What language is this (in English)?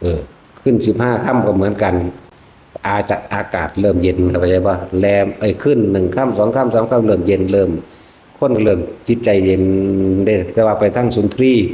Northeastern Thai